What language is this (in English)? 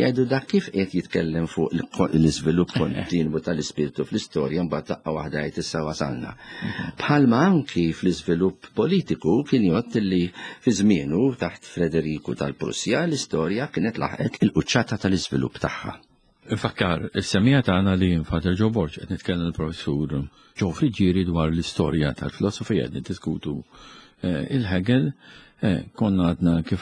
Maltese